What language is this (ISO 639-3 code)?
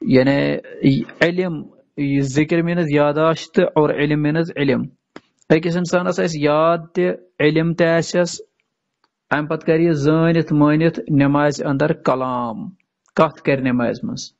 kas